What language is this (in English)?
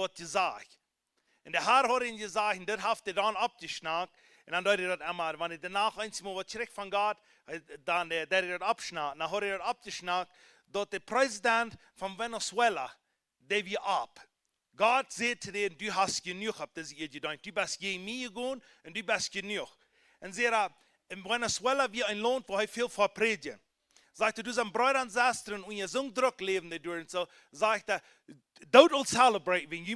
Plautdietsch